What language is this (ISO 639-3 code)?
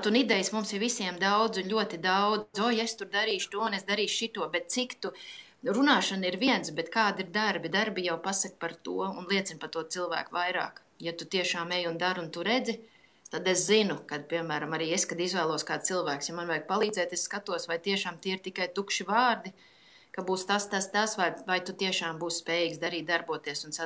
lav